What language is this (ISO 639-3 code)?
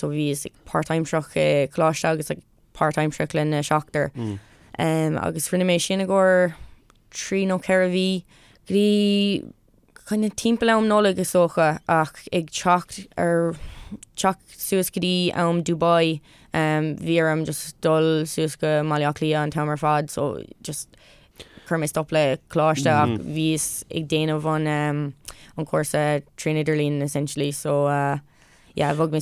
gle